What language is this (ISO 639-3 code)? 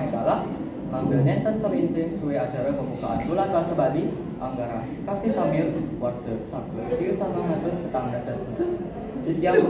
ban